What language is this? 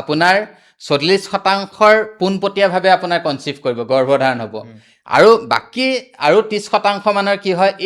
Assamese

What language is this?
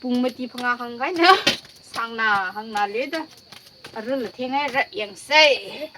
Tangkhul Naga (India)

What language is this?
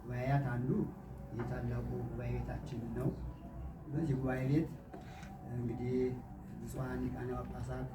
Amharic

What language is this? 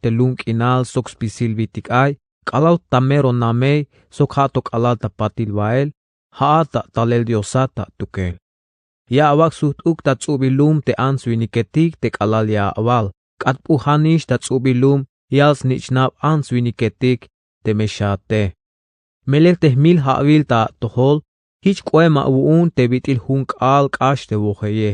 Tzeltal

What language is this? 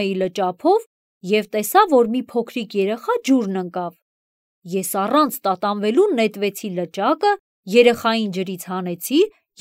Armenian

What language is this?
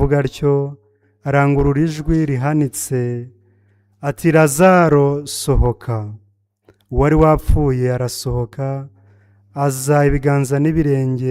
Kinyarwanda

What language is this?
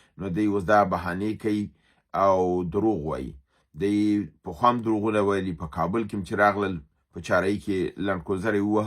Pashto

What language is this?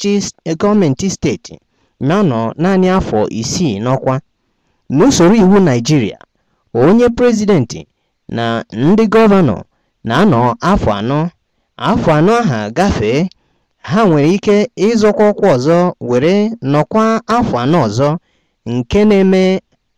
Igbo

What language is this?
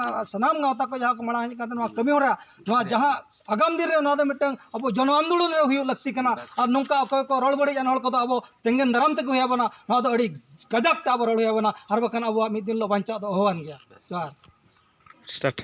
Santali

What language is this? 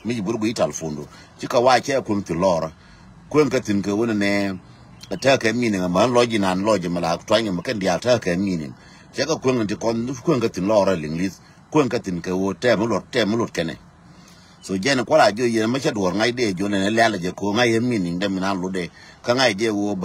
Nuer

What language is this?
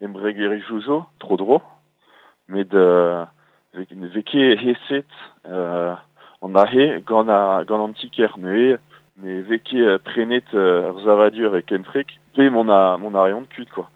Breton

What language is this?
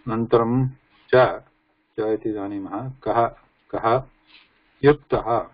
Sanskrit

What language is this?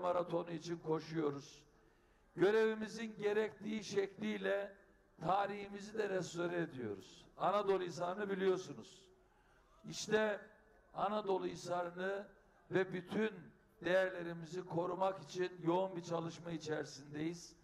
Turkish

